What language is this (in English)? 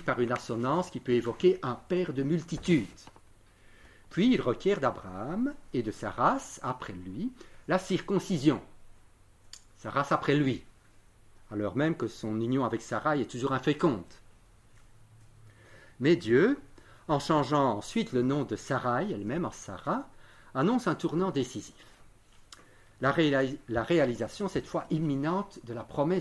French